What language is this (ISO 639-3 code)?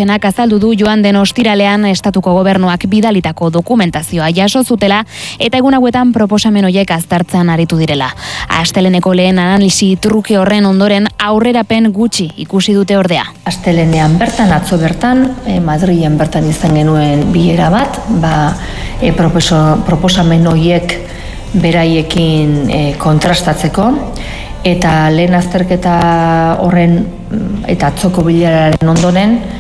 eus